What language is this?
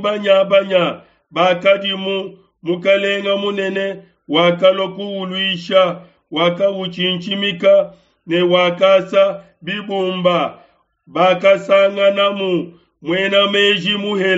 Luba-Lulua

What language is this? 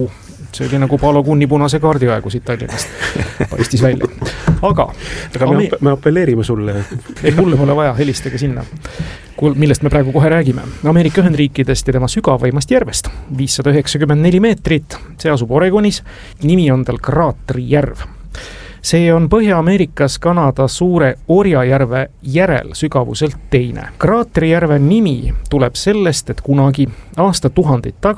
Estonian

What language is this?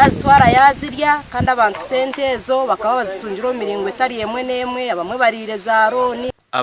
Nyankole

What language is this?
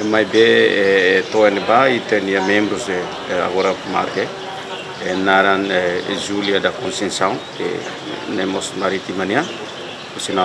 Tetum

